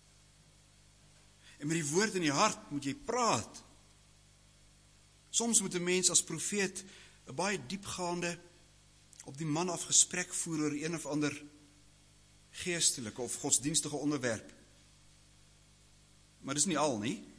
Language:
Afrikaans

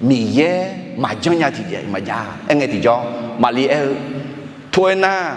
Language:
Akha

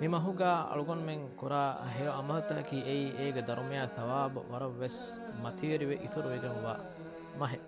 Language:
Divehi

